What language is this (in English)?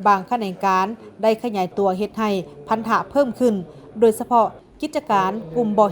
Lao